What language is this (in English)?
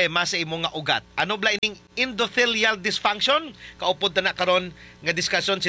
Hiligaynon